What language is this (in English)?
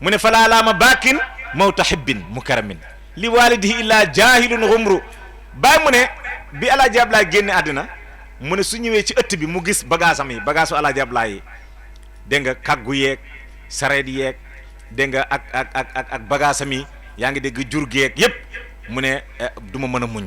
Wolof